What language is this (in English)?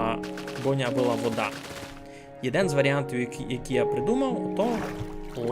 Rusyn